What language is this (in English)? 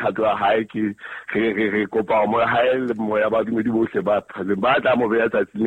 Southern Sotho